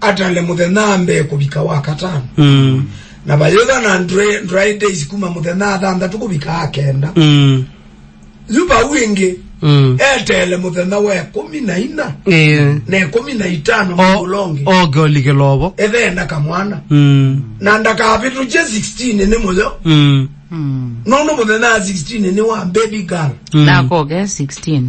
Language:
Kamba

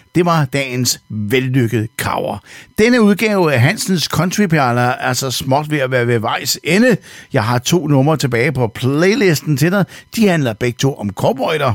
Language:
Danish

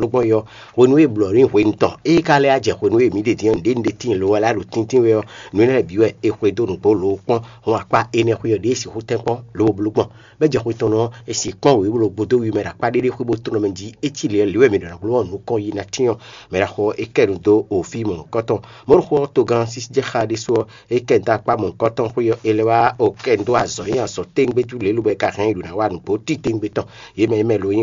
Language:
Fon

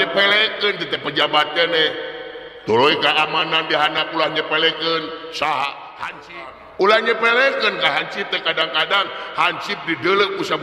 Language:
Sundanese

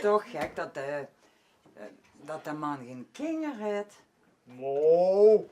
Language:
Limburgish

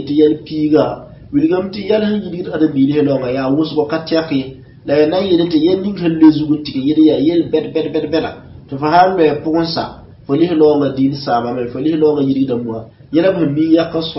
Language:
Mossi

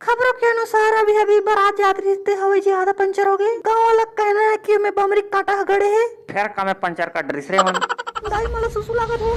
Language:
Chhattisgarhi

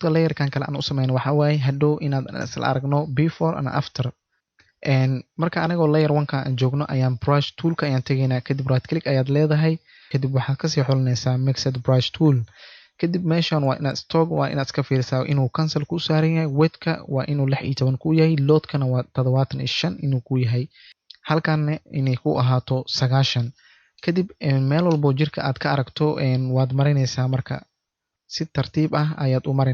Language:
Somali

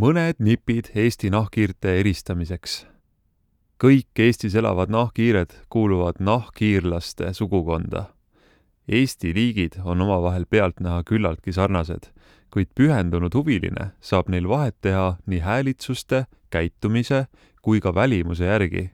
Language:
Estonian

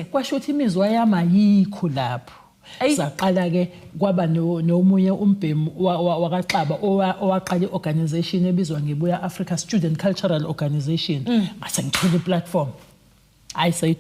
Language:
Zulu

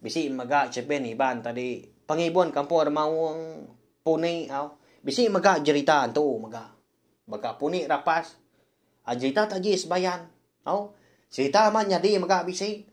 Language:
Iban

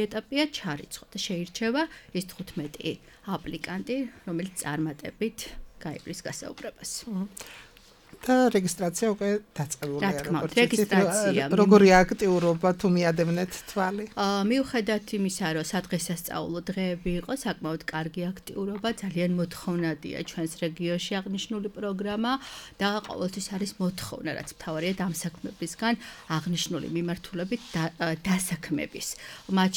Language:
Georgian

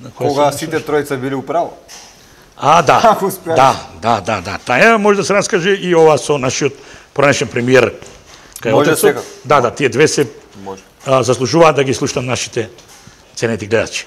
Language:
Macedonian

